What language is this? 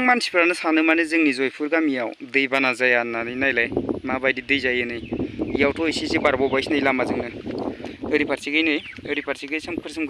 Bodo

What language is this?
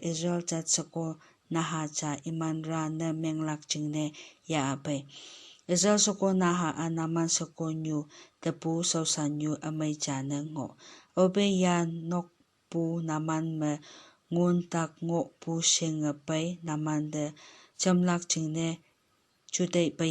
Konyak Naga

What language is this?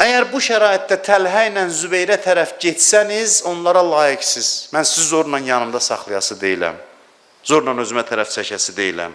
Azerbaijani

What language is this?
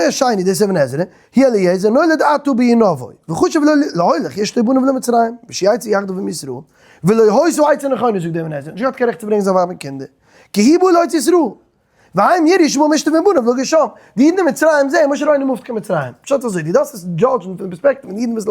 Yiddish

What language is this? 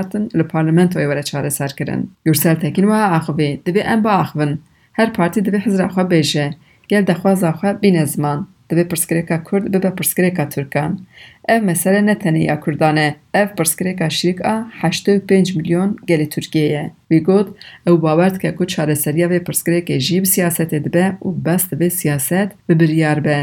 Kurdish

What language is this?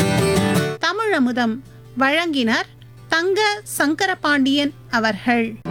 Tamil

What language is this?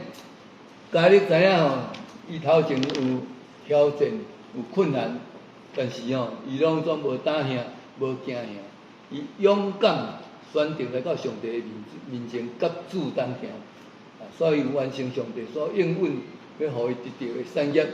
Min Nan Chinese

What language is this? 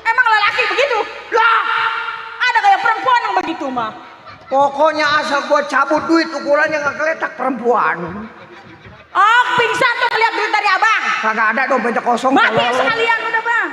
Betawi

